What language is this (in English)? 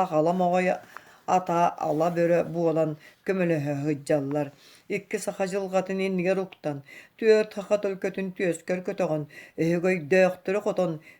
Yakut